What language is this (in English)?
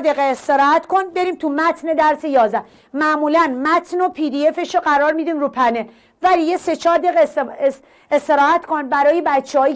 Persian